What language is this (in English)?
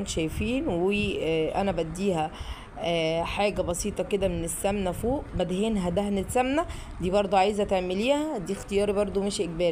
Egyptian Arabic